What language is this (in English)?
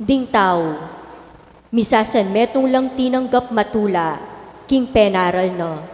Pampanga